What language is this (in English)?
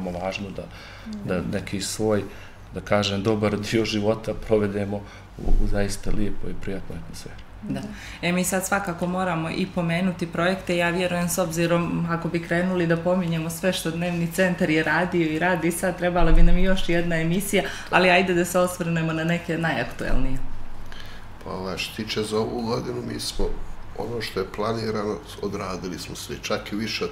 Bosnian